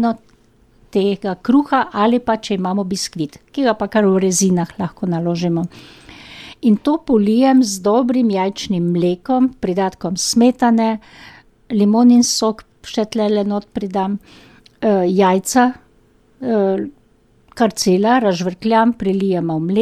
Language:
Slovenian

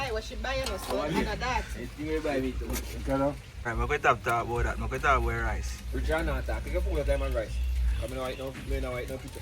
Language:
Jamaican Creole English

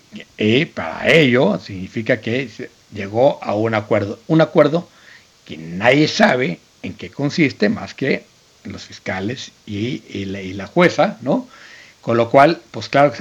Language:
Spanish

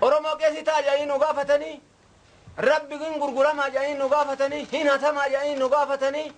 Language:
Oromo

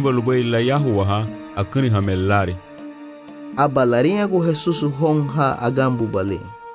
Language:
Garifuna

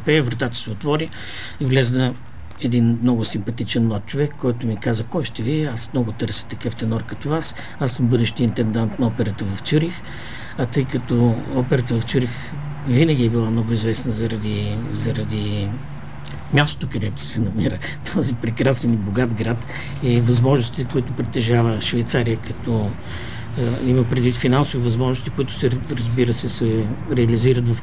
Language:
Bulgarian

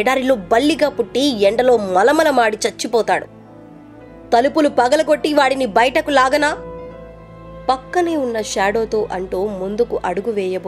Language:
Telugu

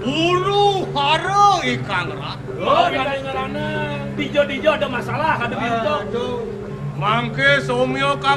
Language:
Balinese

